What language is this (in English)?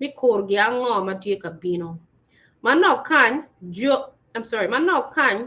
Acoli